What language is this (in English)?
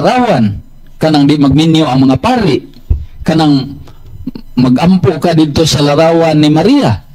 Cebuano